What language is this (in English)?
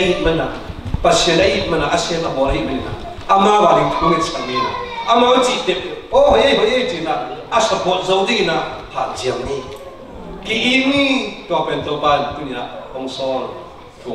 Tedim Chin